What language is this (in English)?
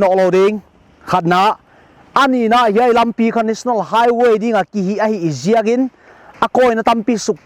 Paite Chin